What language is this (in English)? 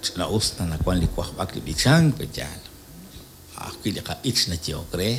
Kekchí